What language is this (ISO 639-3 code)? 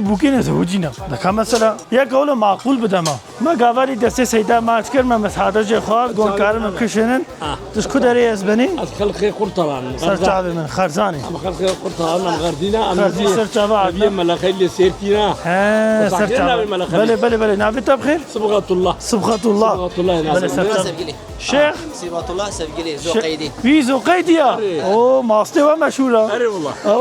kur